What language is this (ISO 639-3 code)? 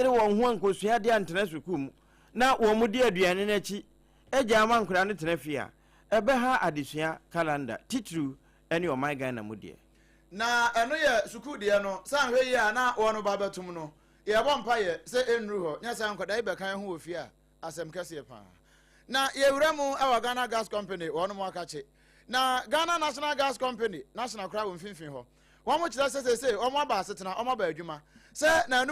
aka